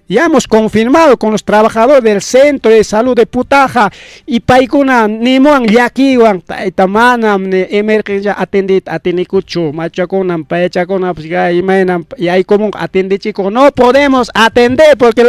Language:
Ayacucho Quechua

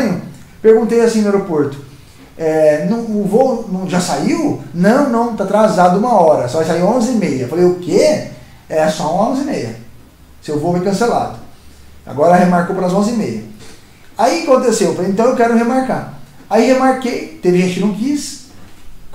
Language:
Portuguese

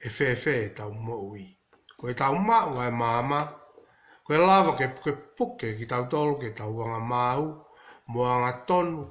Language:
Tongan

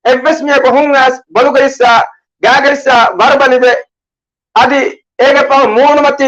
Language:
Divehi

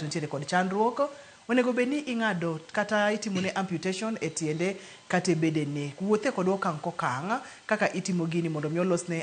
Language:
Luo (Kenya and Tanzania)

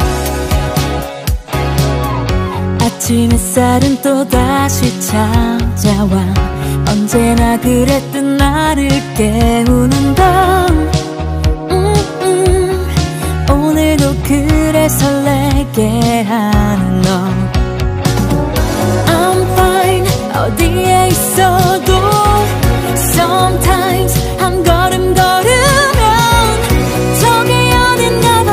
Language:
Korean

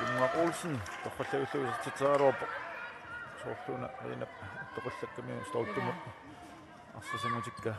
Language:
Kalaallisut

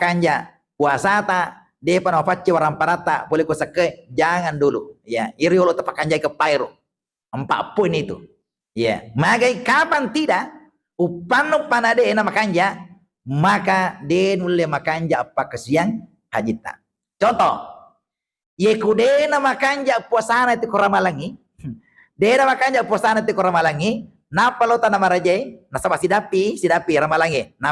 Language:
Buginese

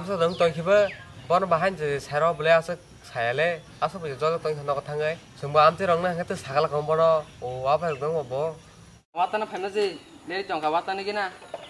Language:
Kok Borok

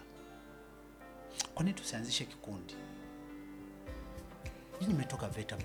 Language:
Swahili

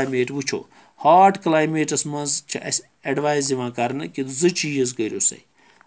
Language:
Kashmiri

